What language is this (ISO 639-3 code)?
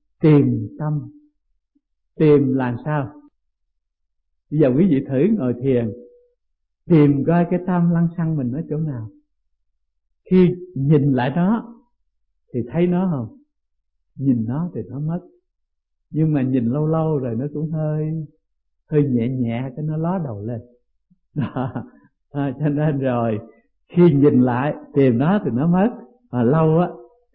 vie